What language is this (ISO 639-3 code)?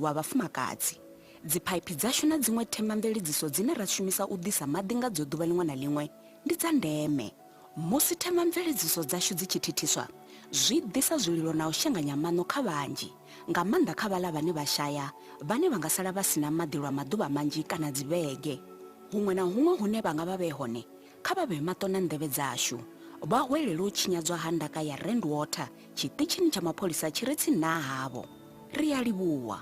ven